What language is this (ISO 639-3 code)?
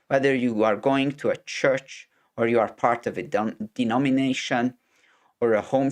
eng